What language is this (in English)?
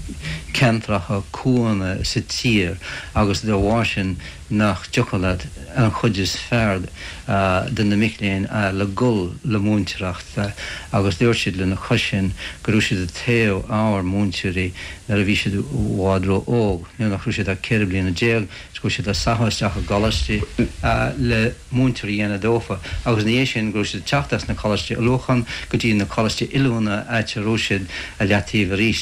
Irish